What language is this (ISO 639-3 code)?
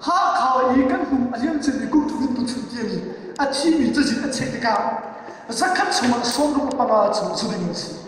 cnh